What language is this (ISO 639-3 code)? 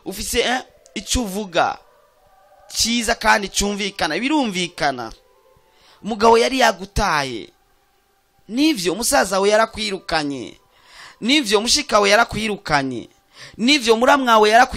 run